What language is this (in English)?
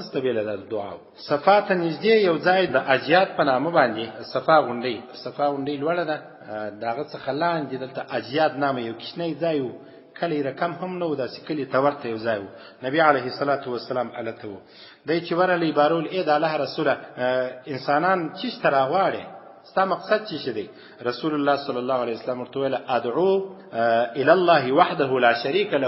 Pashto